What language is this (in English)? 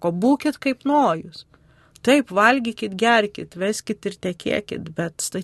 Lithuanian